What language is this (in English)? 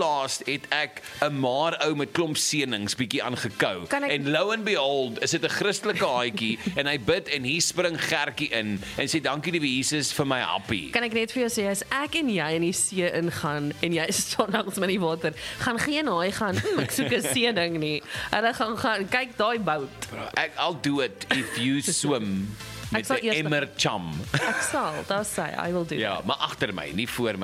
Afrikaans